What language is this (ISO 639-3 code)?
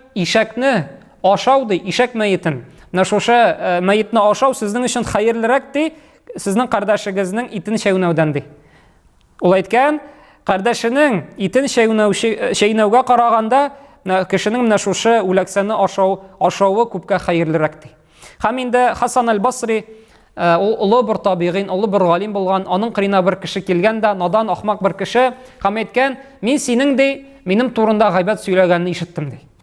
tat